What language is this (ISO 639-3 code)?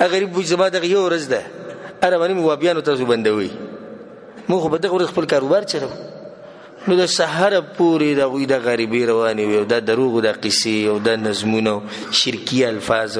pus